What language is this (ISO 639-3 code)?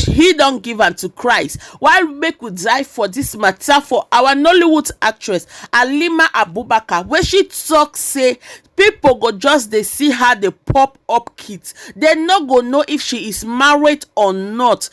pcm